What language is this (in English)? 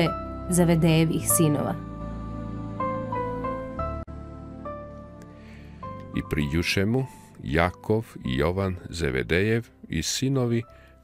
Serbian